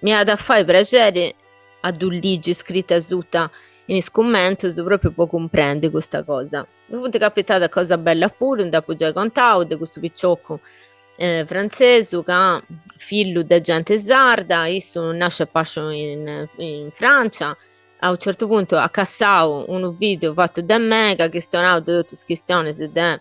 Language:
Sardinian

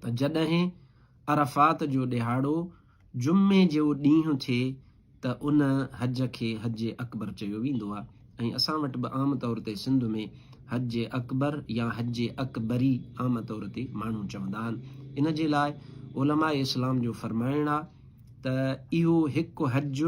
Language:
Sindhi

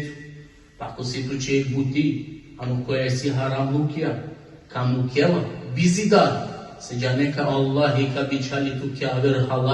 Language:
Balkan Romani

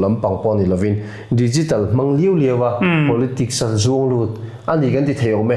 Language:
Mizo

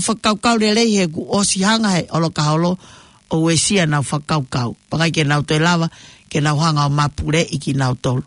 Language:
Tongan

